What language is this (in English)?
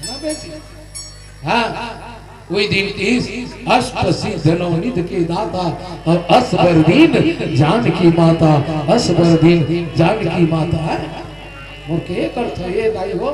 Chhattisgarhi